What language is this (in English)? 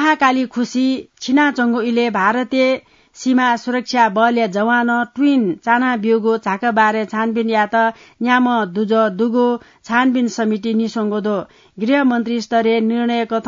Newari